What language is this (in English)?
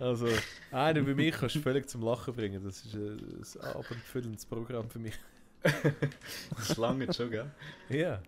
Swiss German